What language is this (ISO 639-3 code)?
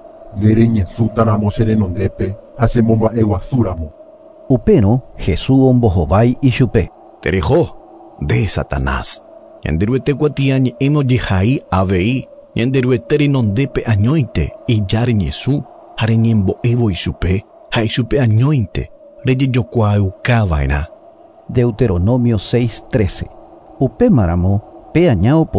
grn